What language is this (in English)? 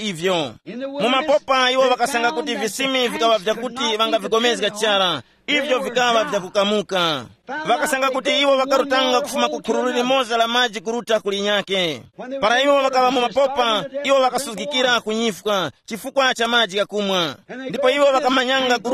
Tumbuka